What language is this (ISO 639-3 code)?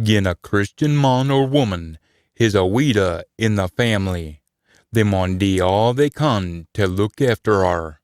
sco